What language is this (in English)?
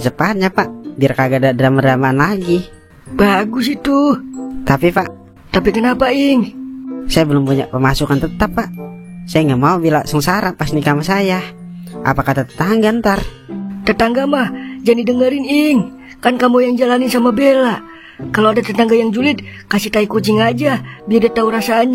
Betawi